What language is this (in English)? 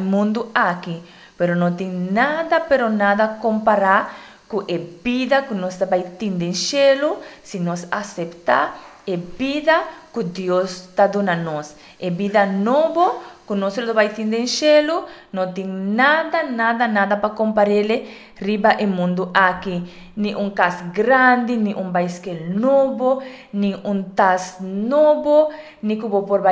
Papiamento